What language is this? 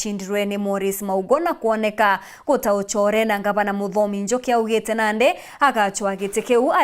Meru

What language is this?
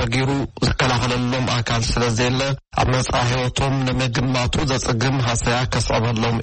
Tigrinya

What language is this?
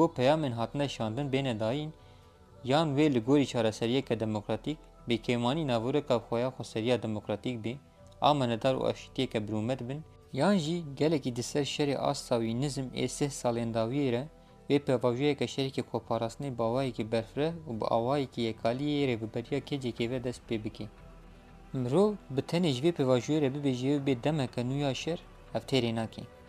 Kurdish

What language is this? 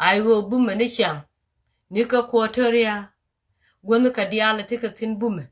Nuer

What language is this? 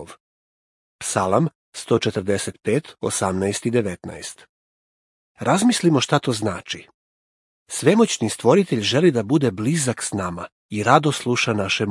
Serbian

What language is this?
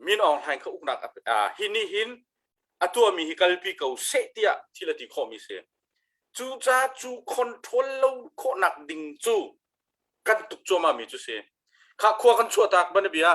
Hakha Chin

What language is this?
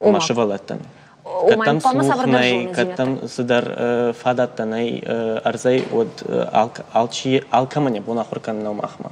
Ossetic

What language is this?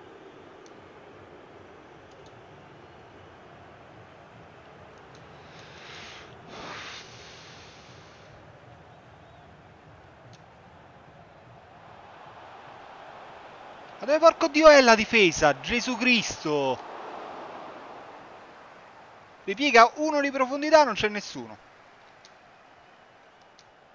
Italian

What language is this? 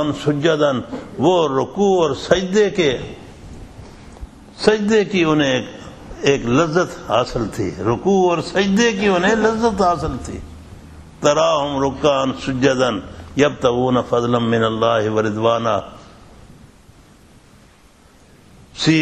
Urdu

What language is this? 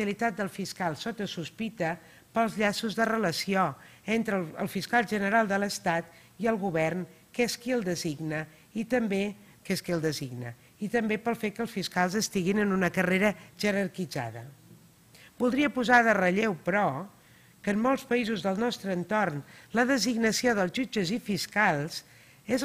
Catalan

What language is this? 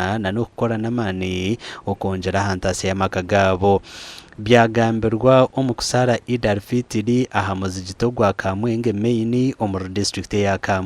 Nyankole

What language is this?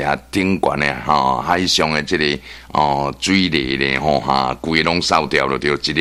Min Nan Chinese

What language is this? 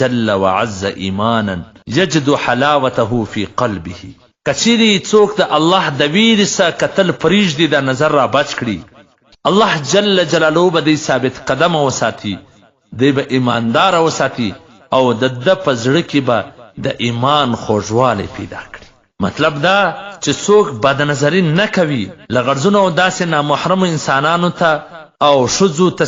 Pashto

